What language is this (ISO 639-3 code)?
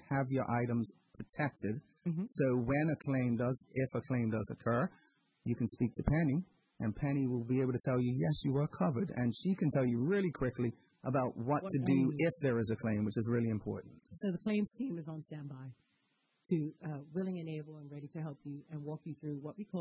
eng